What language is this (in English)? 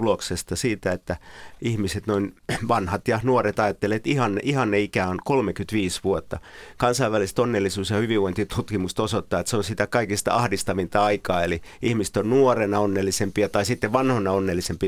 Finnish